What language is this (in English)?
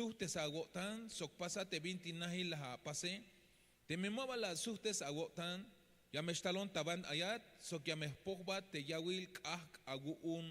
Tzeltal